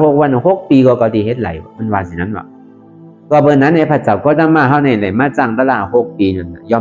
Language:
Shan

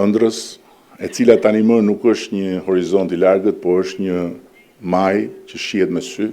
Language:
Albanian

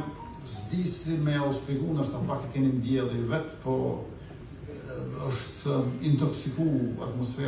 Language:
Albanian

